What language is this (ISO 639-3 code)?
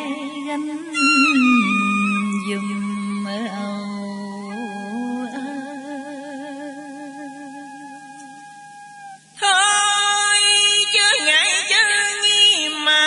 vie